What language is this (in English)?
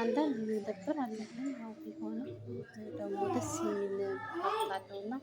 Amharic